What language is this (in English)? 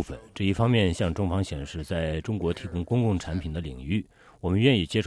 Chinese